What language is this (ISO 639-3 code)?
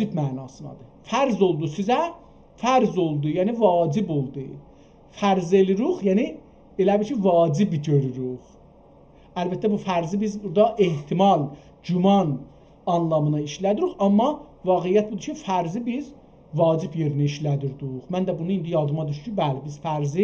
azb